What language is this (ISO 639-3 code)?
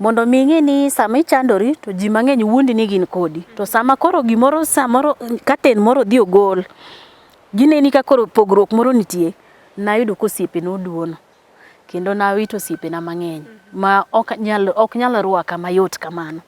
luo